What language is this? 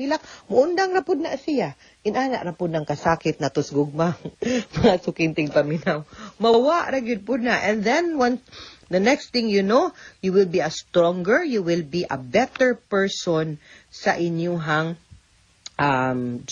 Cebuano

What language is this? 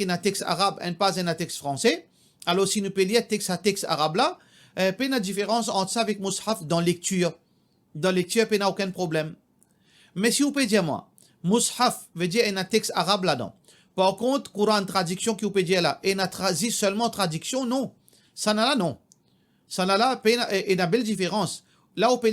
Morisyen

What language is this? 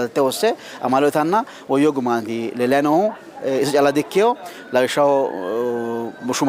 Sidamo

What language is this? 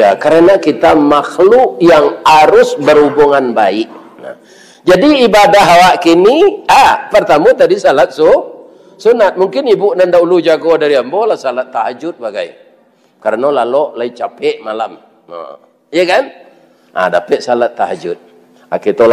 Minangkabau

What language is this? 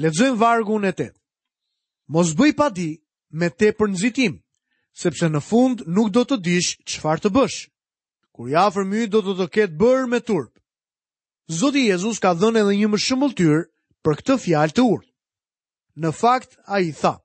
Albanian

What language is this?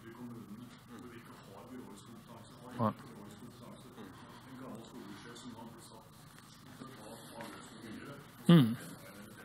Norwegian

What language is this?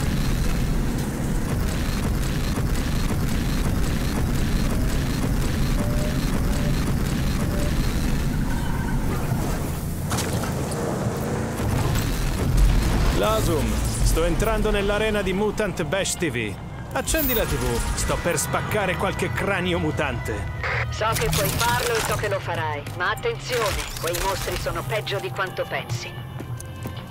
Italian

